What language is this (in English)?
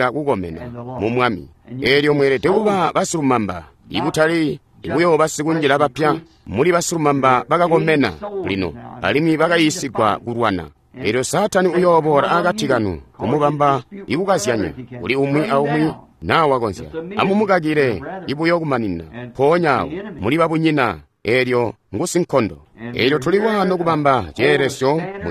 Tonga (Zambia)